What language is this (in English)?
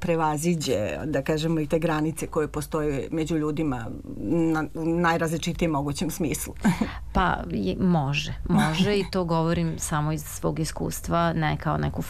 Serbian